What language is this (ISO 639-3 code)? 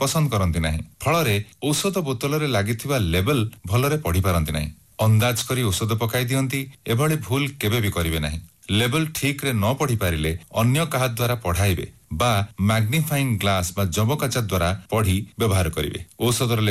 ori